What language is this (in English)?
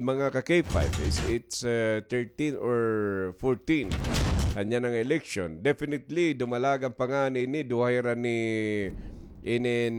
Waray